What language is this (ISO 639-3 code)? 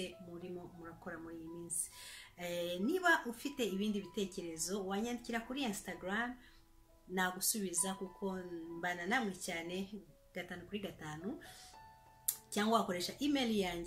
kin